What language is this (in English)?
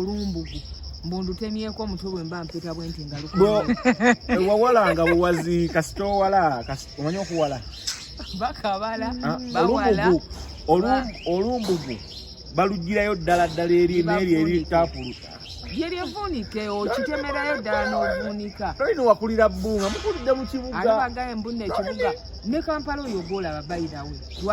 Ganda